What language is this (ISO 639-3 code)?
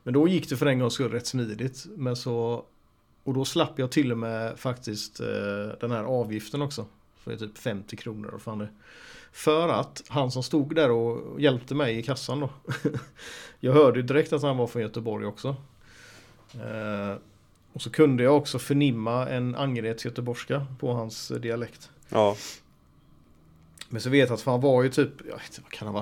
swe